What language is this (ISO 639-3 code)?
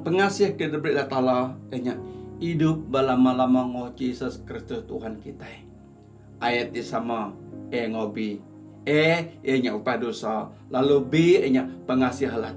iba